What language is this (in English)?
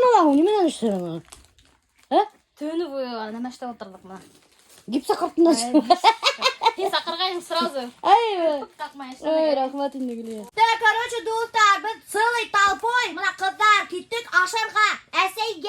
Bashkir